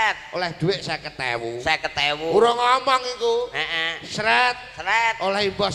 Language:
Javanese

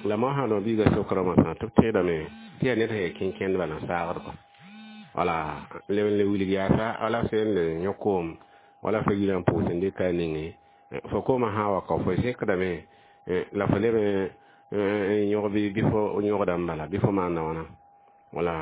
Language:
Mossi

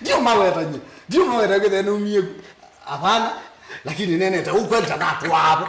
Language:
Kamba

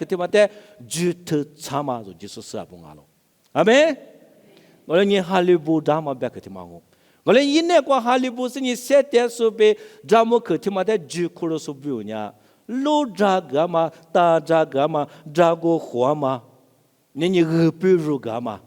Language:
Lisu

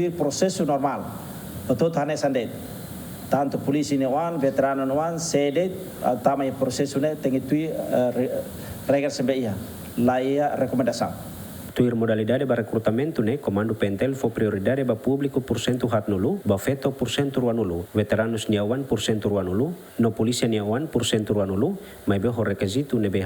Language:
Tetum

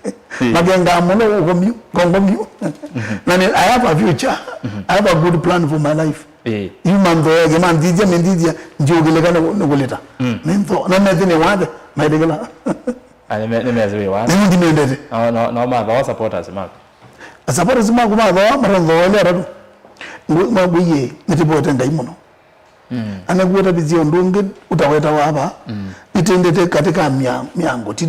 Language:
Kamba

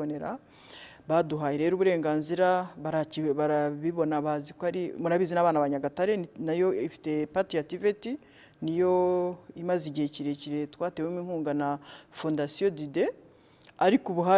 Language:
Kinyarwanda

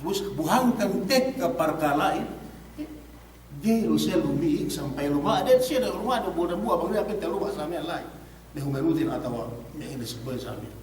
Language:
Yakan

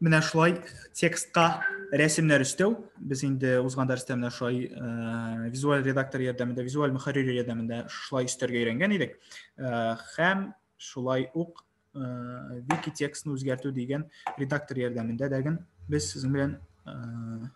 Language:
Tatar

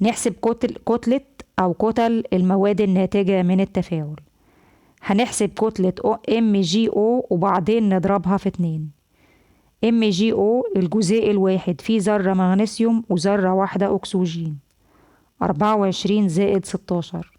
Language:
Egyptian Arabic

